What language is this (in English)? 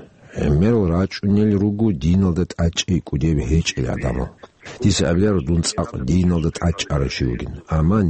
Avaric